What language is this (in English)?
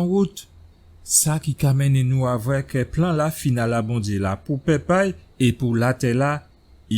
Guadeloupean Creole French